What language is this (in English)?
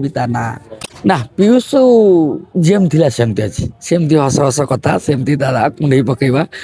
Odia